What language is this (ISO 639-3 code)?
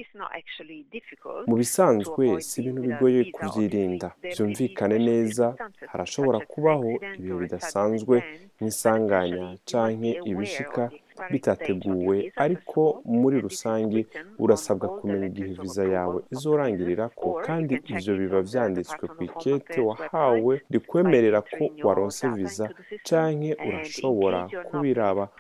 run